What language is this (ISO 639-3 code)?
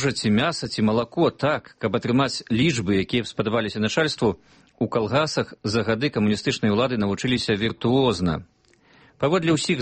bel